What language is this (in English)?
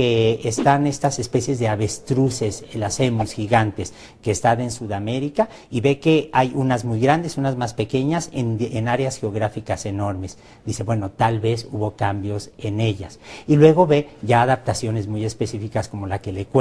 Spanish